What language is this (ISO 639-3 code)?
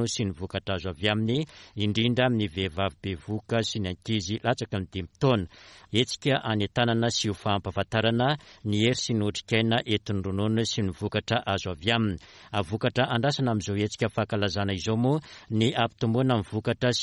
mlg